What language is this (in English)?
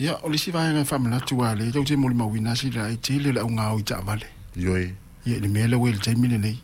Samoan